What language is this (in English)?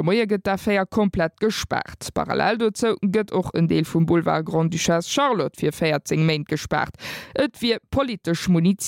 Luxembourgish